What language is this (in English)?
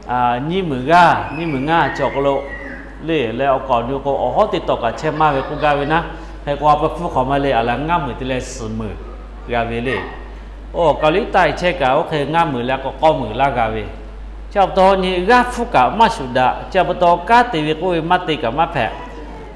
Lahu